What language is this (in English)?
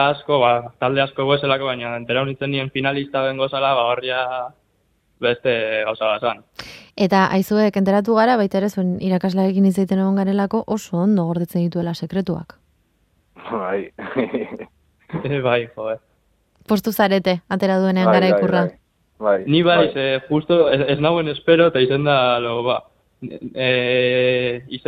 Basque